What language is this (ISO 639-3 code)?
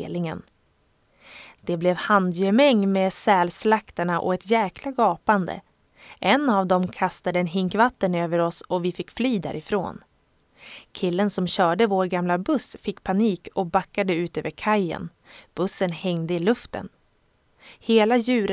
swe